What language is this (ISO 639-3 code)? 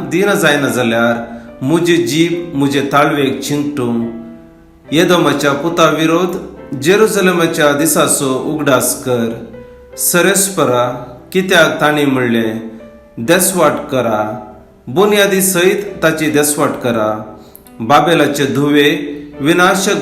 kok